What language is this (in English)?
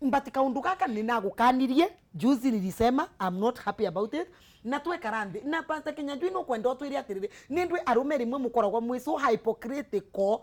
Kikuyu